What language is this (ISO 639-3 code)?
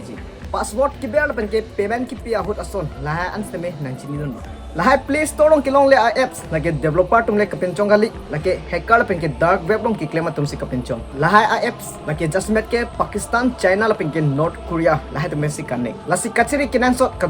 mjw